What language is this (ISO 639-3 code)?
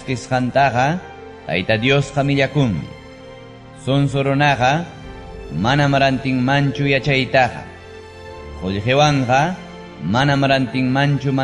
quy